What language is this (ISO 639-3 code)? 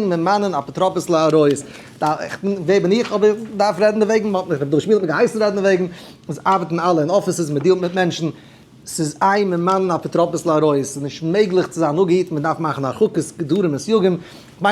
yid